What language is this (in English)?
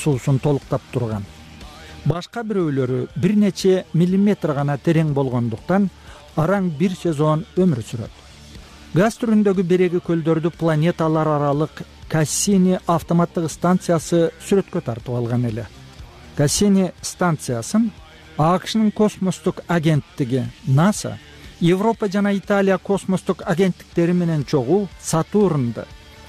Kyrgyz